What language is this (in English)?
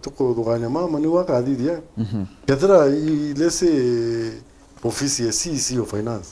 Meru